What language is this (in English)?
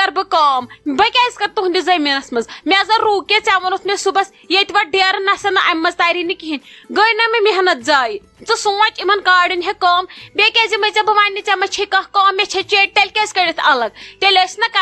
Kashmiri